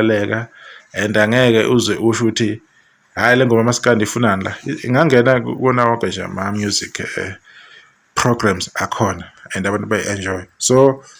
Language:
Zulu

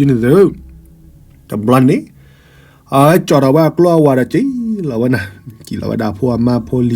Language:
S'gaw Karen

